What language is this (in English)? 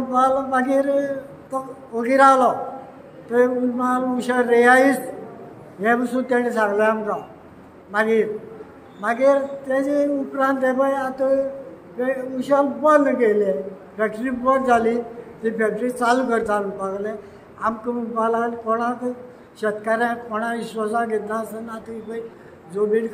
Konkani